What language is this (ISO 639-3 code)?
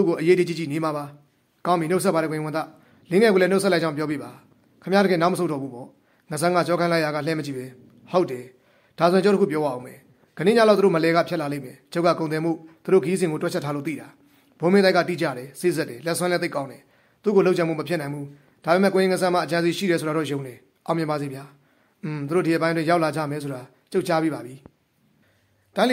mya